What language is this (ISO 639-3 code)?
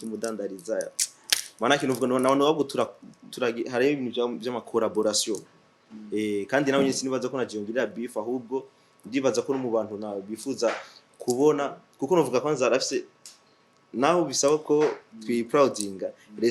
run